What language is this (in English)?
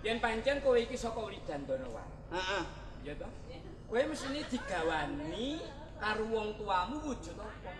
Javanese